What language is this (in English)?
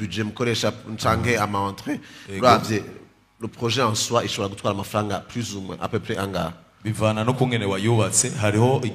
Rundi